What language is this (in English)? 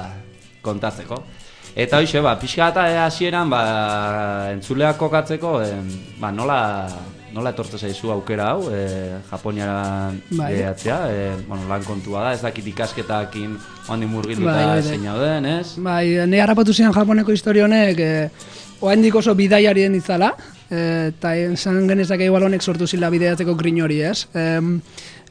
Basque